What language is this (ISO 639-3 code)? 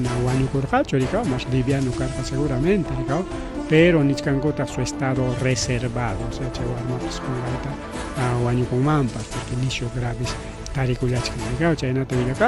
quy